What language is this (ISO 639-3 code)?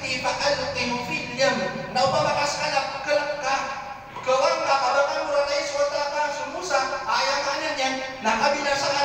mrw